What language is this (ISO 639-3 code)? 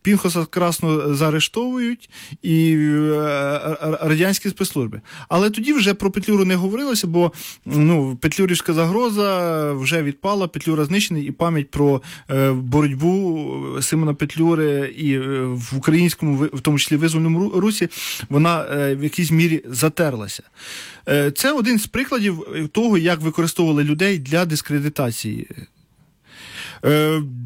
ukr